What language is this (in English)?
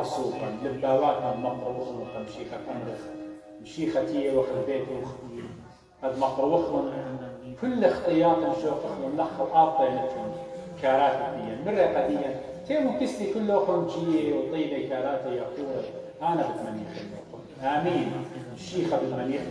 Assyrian Neo-Aramaic